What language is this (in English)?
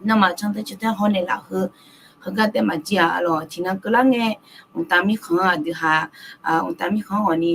Akha